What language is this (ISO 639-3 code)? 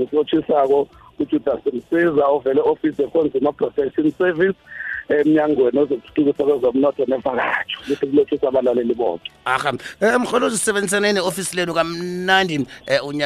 nbl